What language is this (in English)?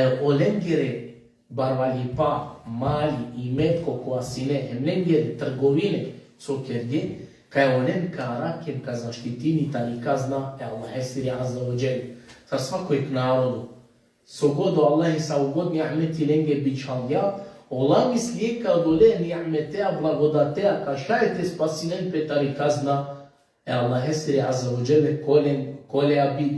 Balkan Romani